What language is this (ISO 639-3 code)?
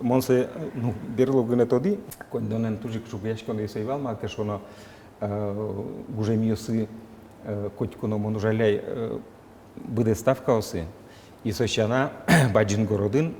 udm